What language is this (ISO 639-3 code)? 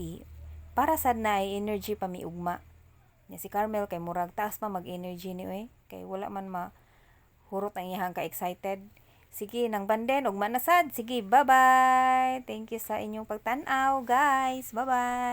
ceb